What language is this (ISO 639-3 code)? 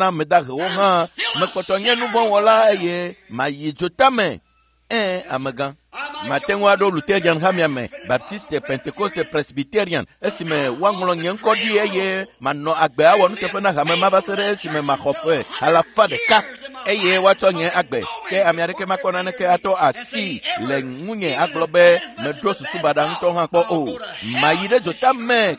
ewe